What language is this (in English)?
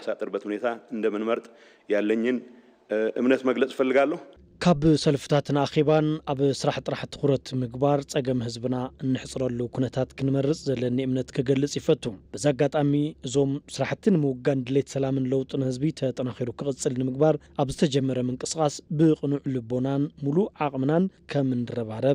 Tigrinya